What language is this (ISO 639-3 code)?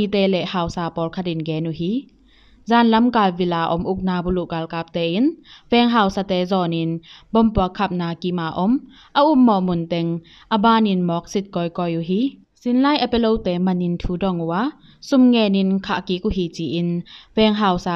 ctd